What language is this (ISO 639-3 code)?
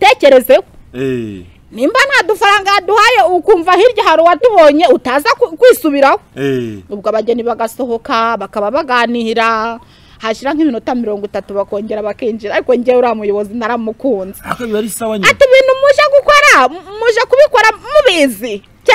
kin